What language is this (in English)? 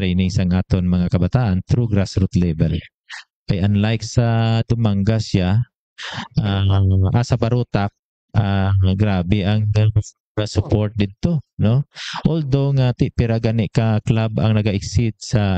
Hiligaynon